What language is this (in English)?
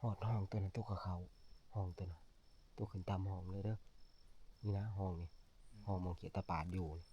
Northeastern Thai